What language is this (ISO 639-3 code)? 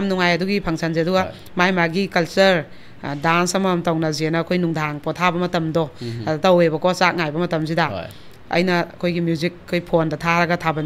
mni